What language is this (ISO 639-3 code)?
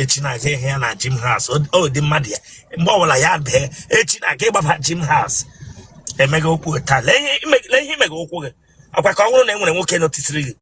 ibo